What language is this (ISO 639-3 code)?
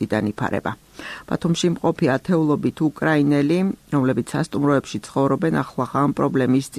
kat